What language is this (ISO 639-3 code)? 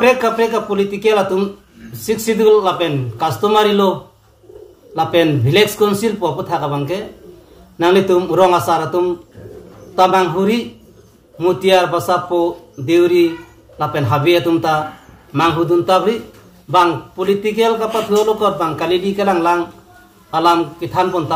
mjw